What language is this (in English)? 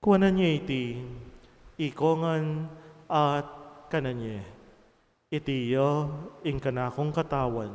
Pampanga